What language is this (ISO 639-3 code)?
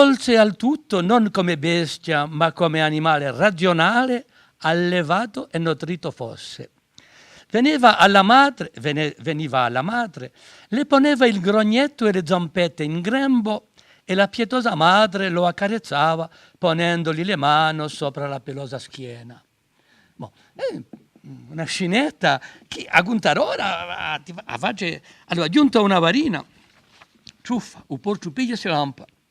cos